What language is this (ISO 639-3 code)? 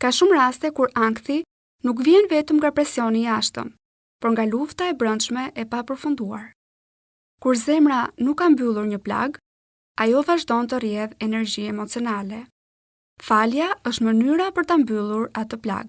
sqi